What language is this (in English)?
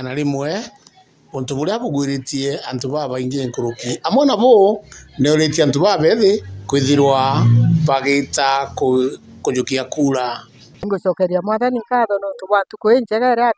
Meru